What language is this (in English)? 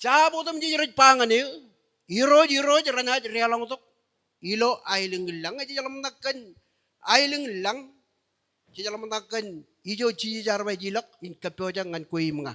Marshallese